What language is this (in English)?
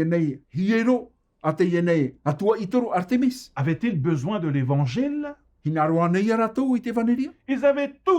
Tahitian